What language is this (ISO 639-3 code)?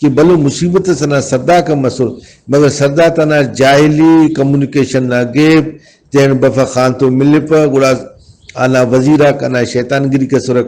brh